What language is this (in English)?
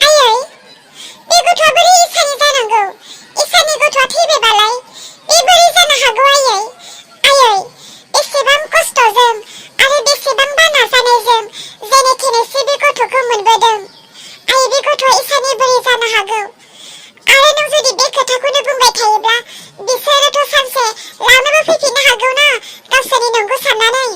Bodo